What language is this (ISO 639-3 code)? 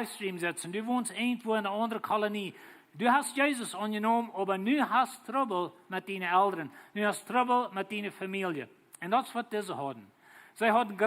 pdt